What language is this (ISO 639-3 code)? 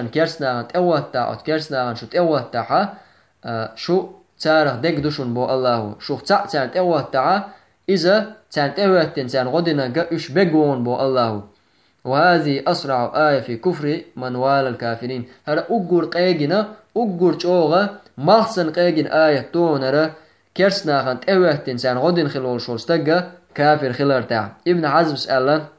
che